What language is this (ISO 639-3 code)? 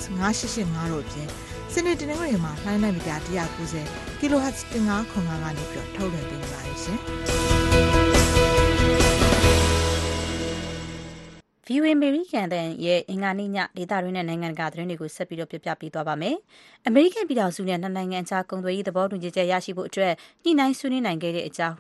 mya